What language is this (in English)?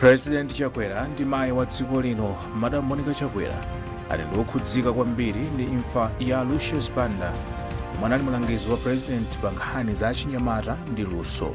Nyanja